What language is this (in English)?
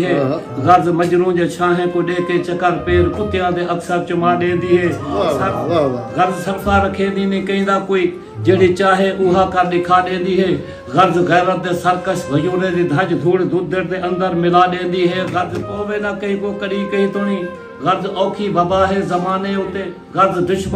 Saraiki